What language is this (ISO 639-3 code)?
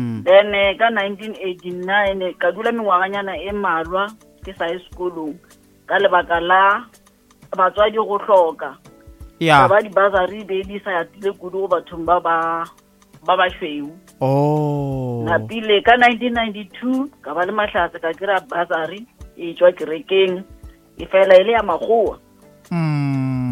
nso